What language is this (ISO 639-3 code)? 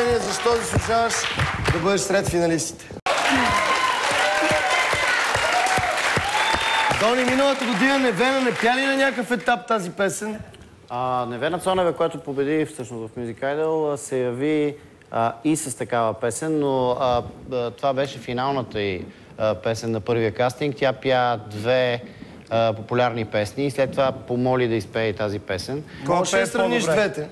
bul